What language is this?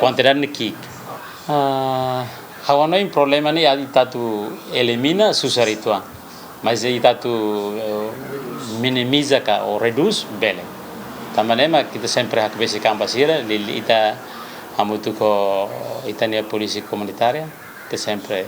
Tetum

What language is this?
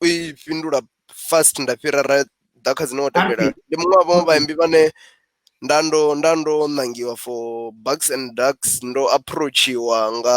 Venda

